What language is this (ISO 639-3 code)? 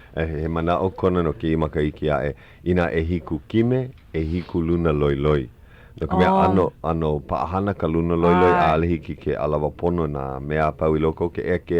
haw